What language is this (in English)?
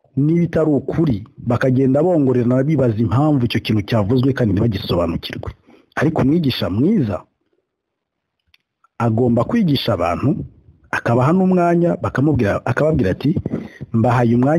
Kinyarwanda